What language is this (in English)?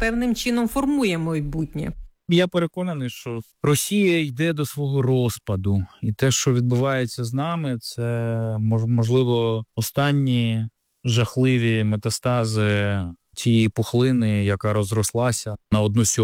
Ukrainian